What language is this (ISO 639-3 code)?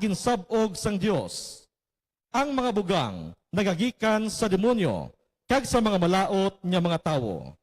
hil